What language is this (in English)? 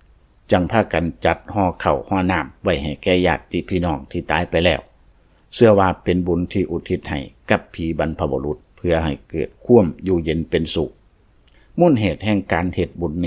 Lao